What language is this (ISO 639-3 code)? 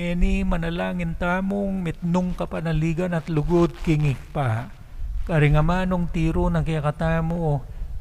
pam